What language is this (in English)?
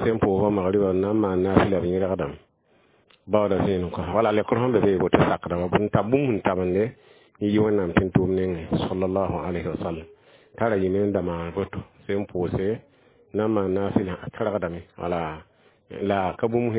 Mossi